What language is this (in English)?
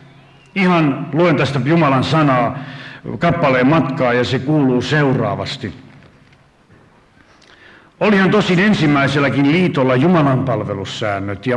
Finnish